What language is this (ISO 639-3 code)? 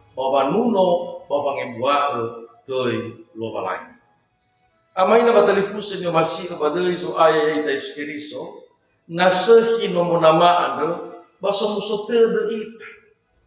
nia